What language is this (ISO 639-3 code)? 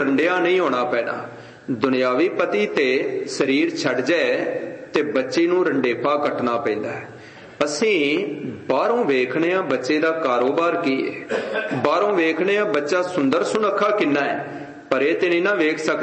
pan